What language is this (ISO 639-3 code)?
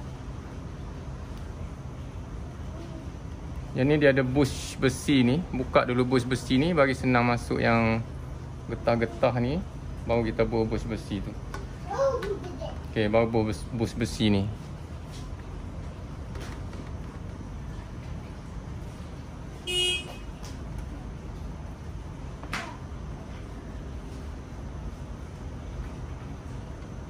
msa